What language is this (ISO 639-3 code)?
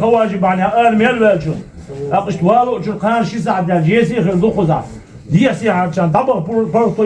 inh